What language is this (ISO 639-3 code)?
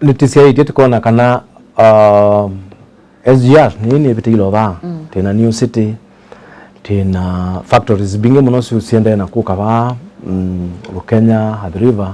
kam